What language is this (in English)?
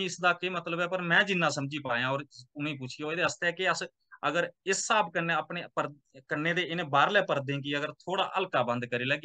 Dogri